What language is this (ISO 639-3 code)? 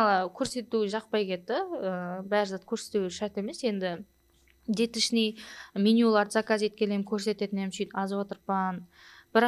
kaa